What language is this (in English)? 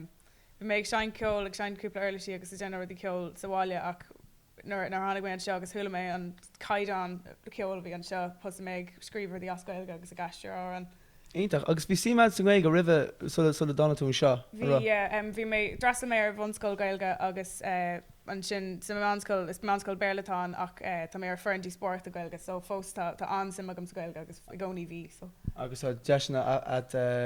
Irish